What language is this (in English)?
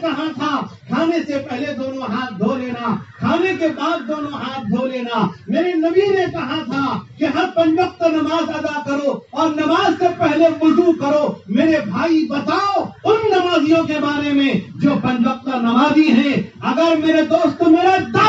Urdu